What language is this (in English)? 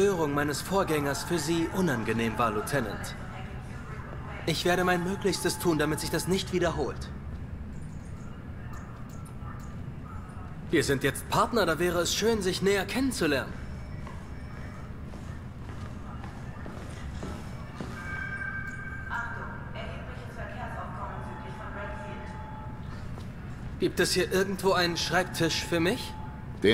German